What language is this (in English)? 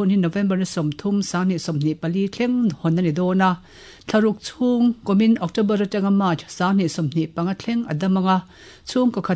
Mizo